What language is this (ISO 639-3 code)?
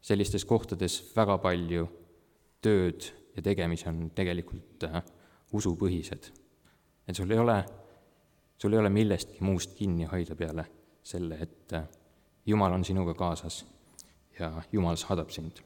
est